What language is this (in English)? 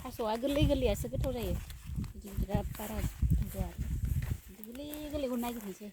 Bodo